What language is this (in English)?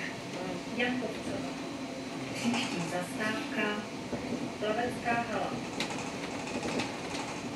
Czech